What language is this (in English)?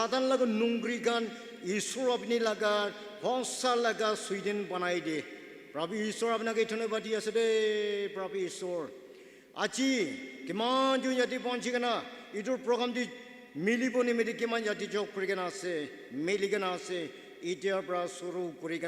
Naga Pidgin